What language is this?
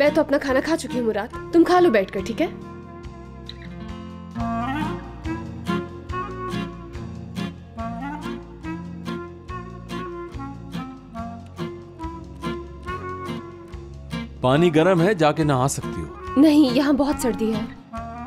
Hindi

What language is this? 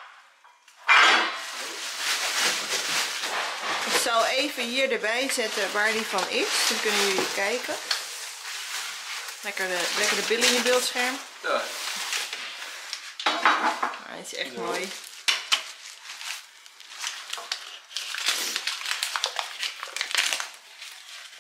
Dutch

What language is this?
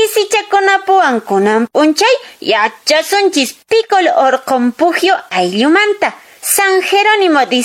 Quechua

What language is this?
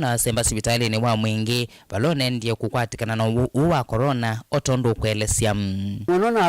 Kamba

